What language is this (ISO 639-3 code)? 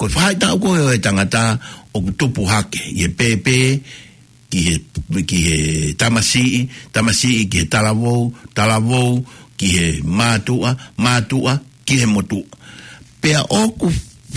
ton